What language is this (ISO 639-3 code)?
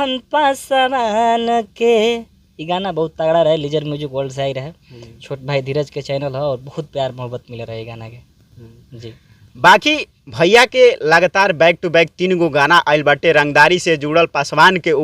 bho